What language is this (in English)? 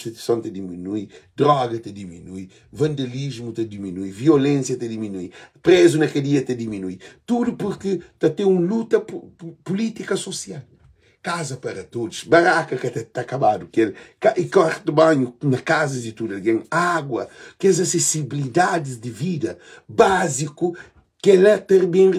Kabuverdianu